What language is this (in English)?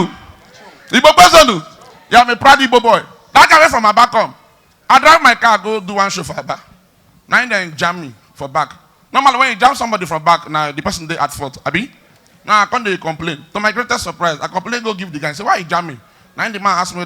Nigerian Pidgin